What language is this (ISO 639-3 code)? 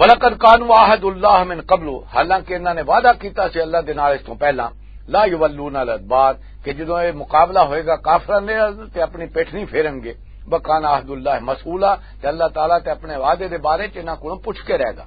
lah